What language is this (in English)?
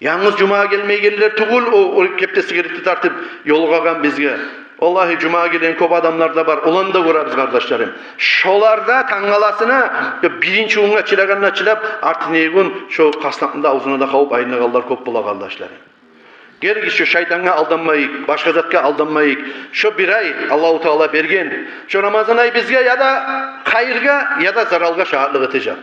Kumyk